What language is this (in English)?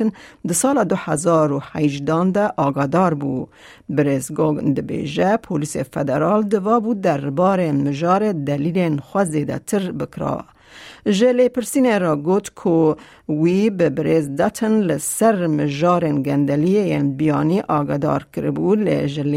Kurdish